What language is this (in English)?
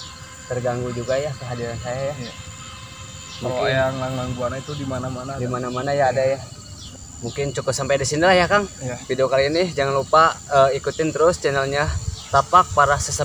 Indonesian